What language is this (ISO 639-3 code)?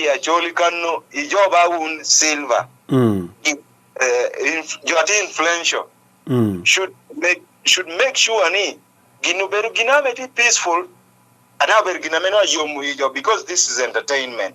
ach